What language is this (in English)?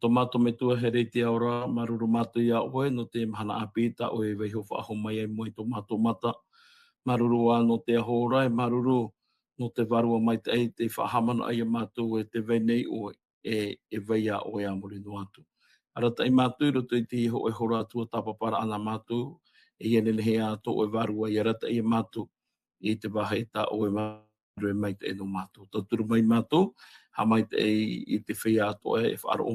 Tahitian